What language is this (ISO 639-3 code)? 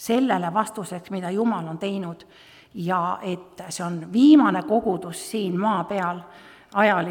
est